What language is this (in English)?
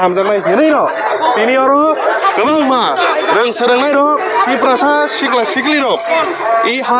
Kok Borok